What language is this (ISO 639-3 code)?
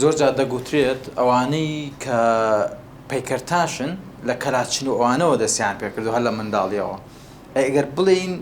ckb